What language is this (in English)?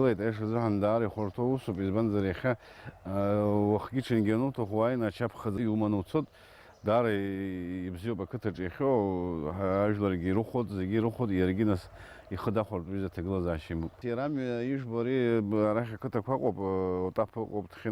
Abkhazian